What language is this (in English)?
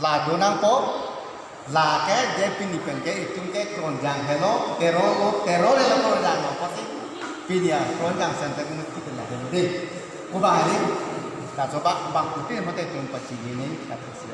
Karbi